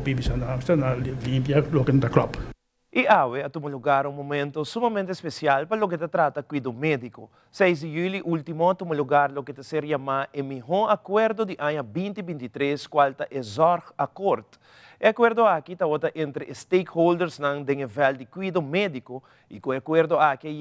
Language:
Papiamento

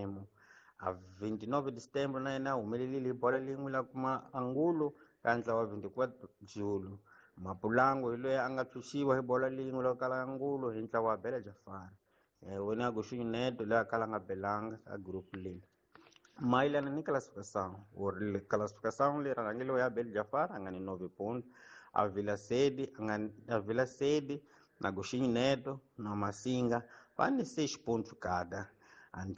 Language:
Tsonga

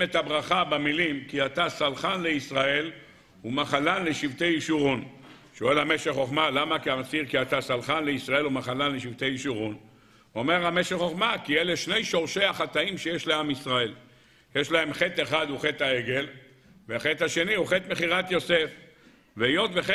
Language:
Hebrew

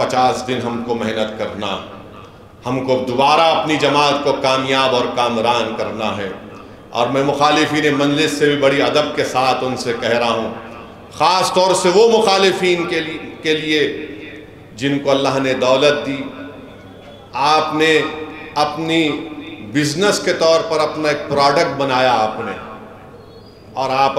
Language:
Urdu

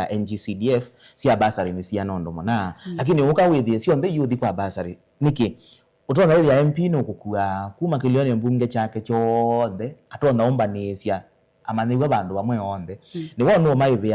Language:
Kamba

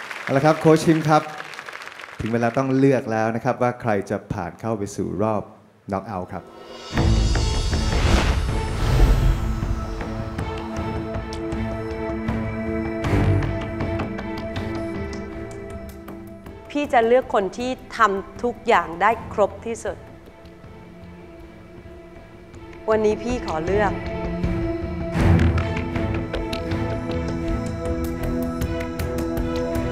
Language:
Thai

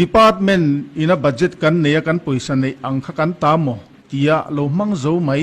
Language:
Mizo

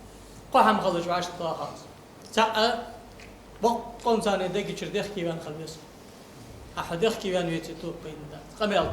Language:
Ingush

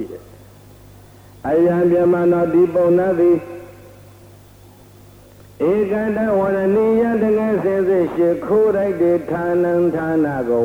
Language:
Burmese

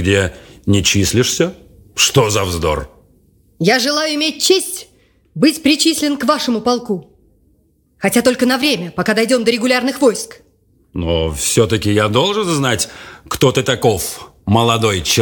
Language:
Russian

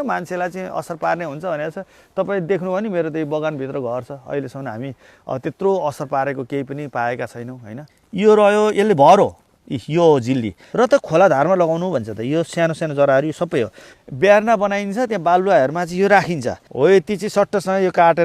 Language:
Nepali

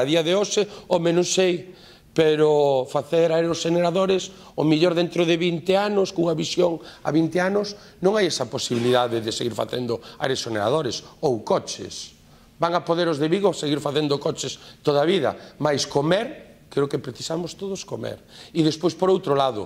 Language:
Galician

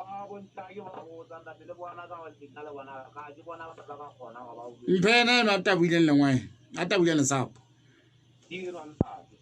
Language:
Southern Sotho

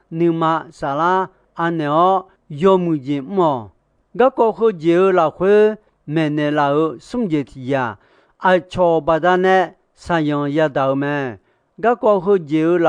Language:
Akha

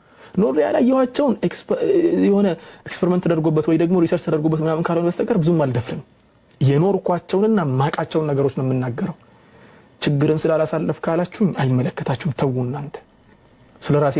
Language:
Amharic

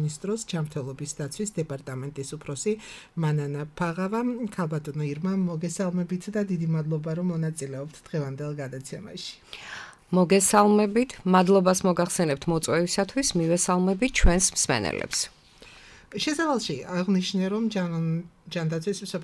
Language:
Georgian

